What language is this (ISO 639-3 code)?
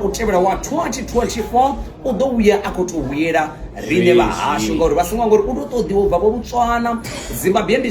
ven